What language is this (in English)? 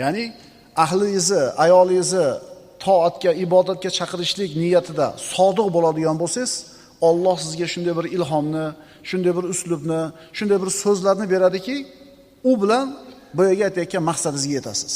Uzbek